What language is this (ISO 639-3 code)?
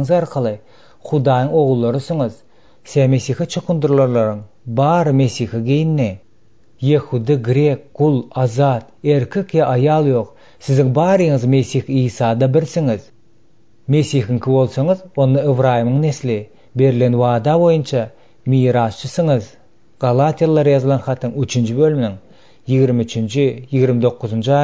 tuk